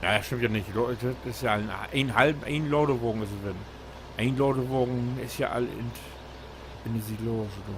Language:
Low German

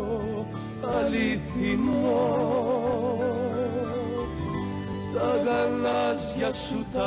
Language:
Greek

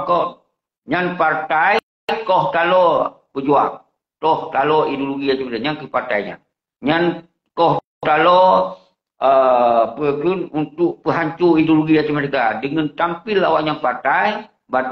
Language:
Achinese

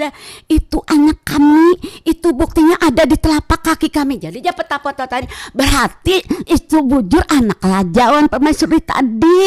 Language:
Banjar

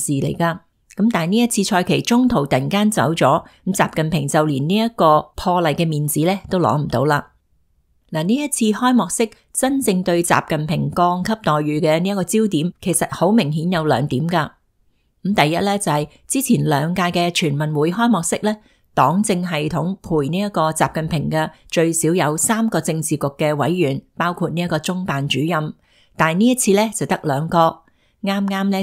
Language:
Cantonese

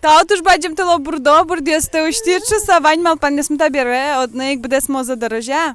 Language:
Udmurt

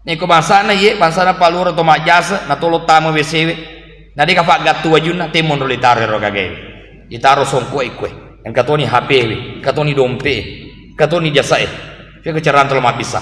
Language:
Buginese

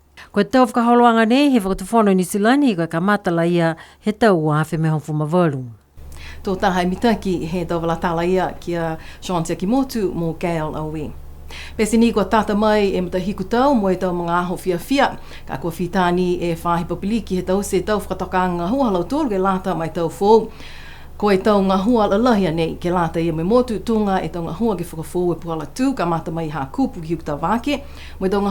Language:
Niuean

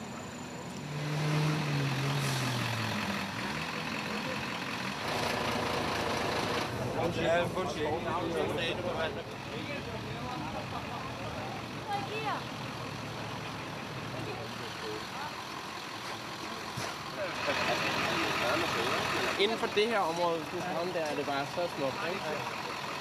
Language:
Danish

